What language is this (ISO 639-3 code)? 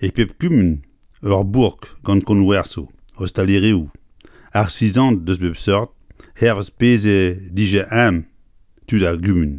bre